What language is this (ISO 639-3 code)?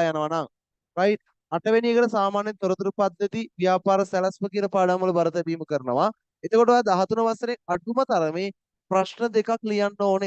sin